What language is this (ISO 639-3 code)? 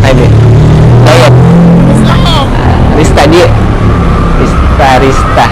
mfp